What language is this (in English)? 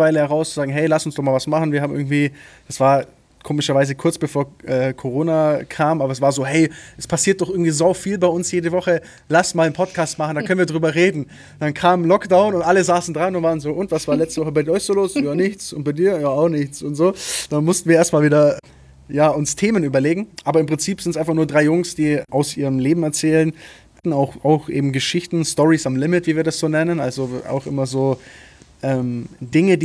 German